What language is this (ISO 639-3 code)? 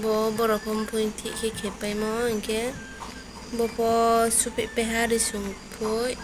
ria